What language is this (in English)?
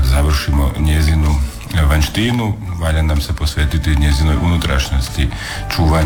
Croatian